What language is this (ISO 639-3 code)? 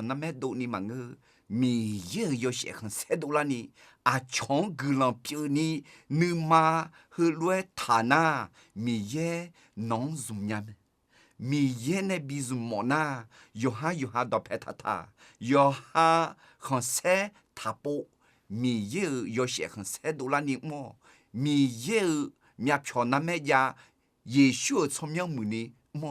ahk